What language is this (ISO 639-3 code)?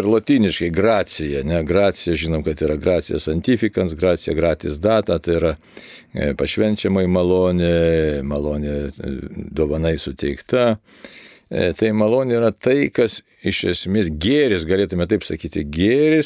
lit